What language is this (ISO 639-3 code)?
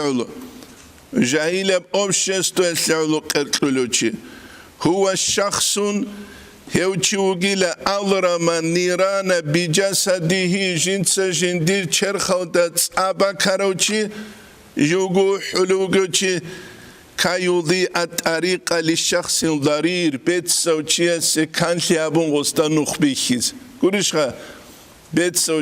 ava